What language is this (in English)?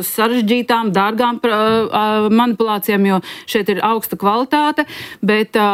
Latvian